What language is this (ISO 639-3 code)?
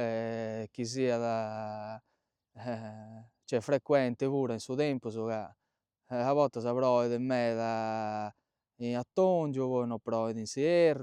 srd